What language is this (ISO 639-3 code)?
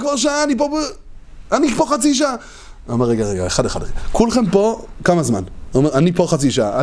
heb